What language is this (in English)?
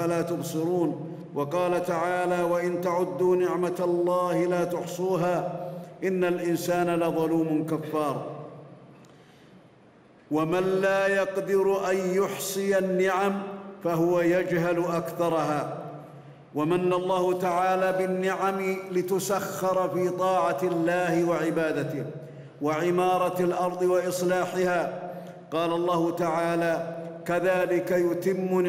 Arabic